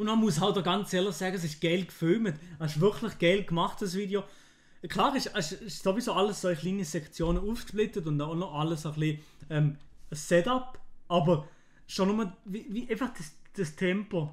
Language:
Swiss German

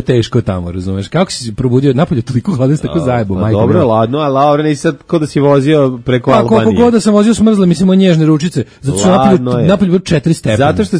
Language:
Serbian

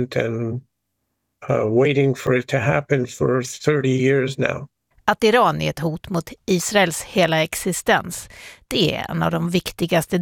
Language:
Swedish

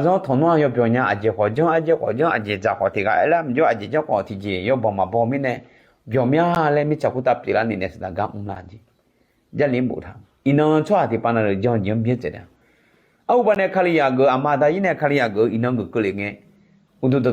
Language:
Akha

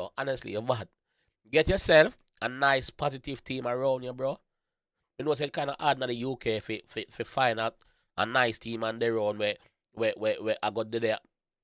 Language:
Jamaican Creole English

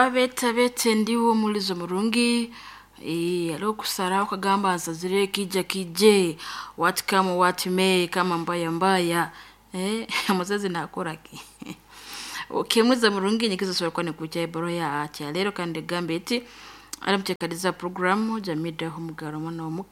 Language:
Nyoro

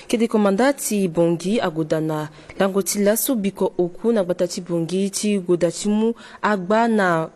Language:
Sango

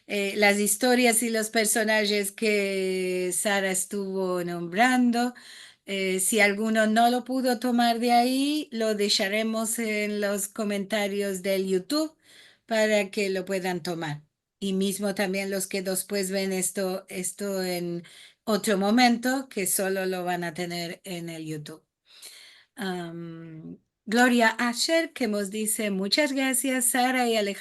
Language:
Ladino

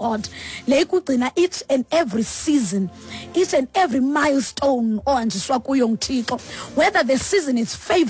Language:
Xhosa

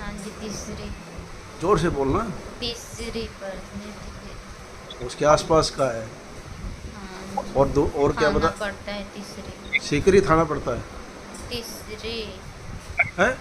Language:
Santali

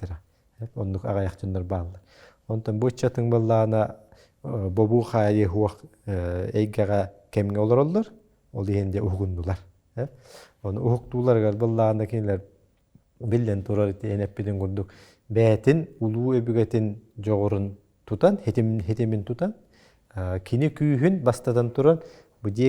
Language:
Yakut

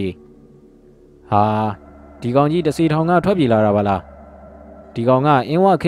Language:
Burmese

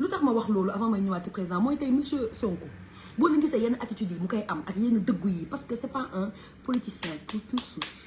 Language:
Wolof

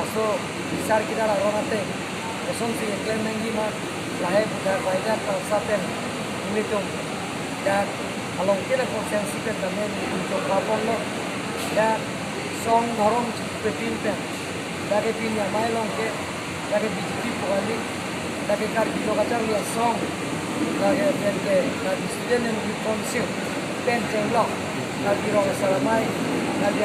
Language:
Karbi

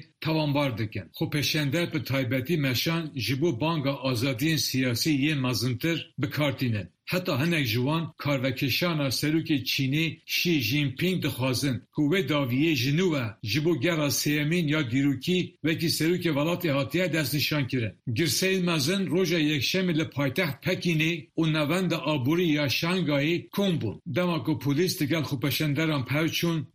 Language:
Kurdish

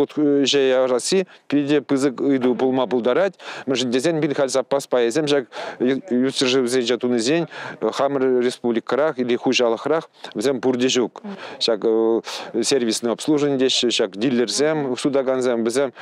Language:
Chuvash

